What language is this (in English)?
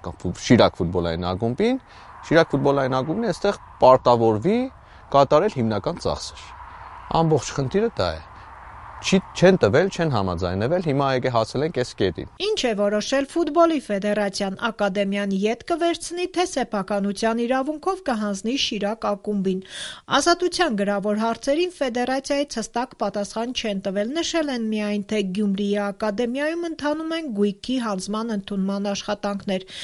Armenian